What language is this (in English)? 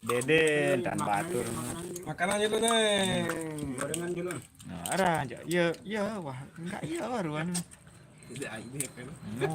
Sasak